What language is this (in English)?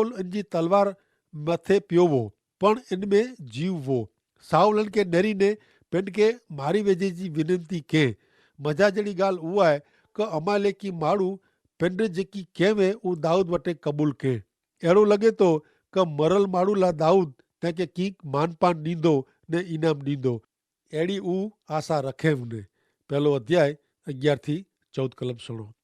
Kachhi